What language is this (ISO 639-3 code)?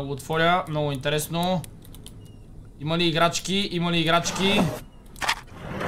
bul